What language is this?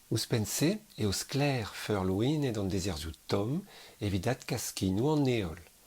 Breton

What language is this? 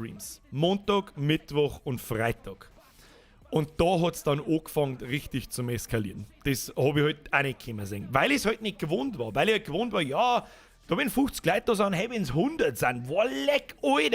Bavarian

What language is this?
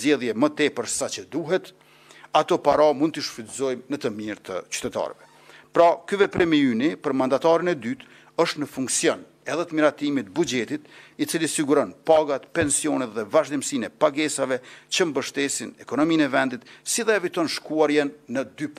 Albanian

